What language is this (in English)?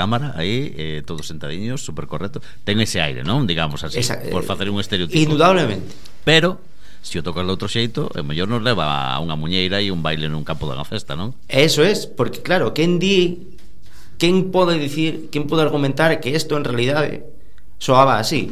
Galician